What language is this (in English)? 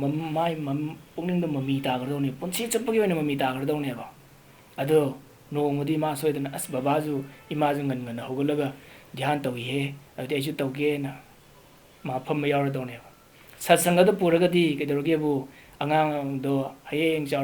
Manipuri